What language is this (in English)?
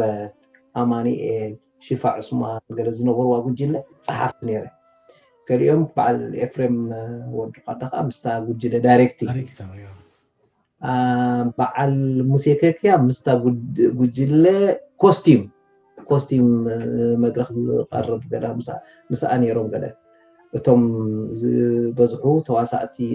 Tigrinya